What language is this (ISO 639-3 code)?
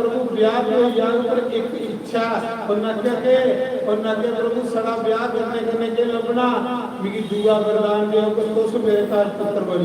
doi